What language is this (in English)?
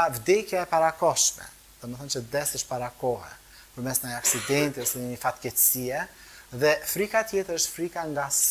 Albanian